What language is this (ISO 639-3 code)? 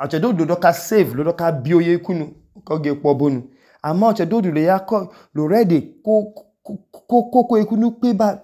idu